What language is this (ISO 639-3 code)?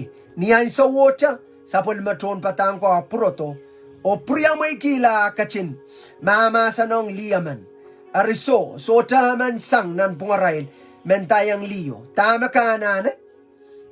pon